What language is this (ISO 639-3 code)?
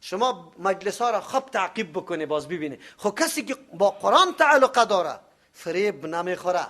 fas